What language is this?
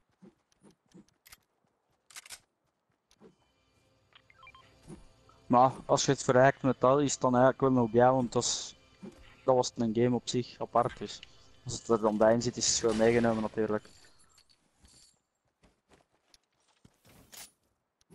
Dutch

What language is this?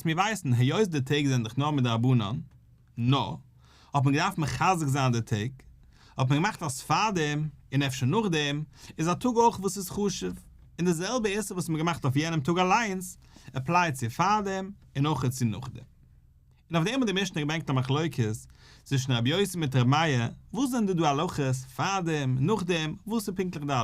Yiddish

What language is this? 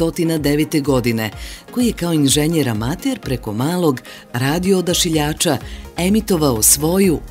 Bosnian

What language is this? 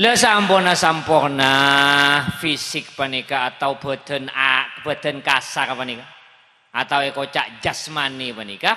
Madurese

